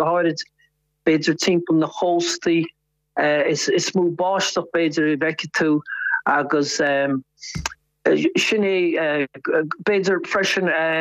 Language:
Irish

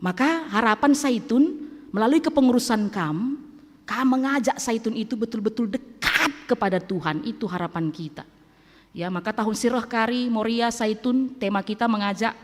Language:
Batak Karo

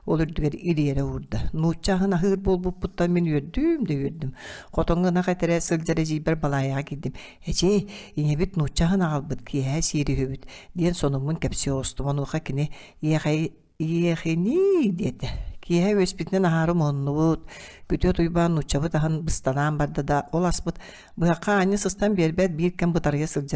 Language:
Yakut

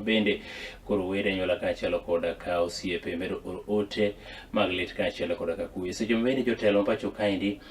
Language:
Luo (Kenya and Tanzania)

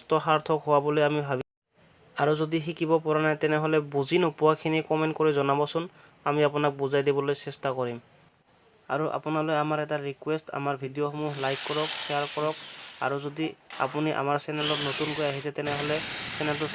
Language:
Assamese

